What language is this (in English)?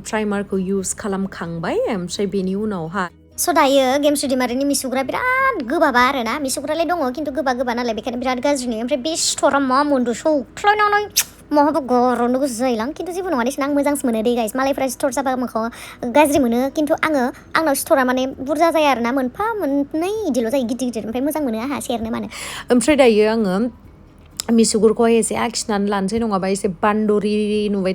Bodo